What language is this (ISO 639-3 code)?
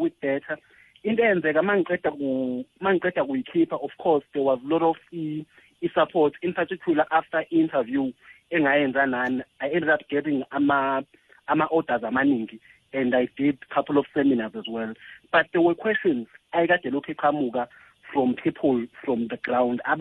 nbl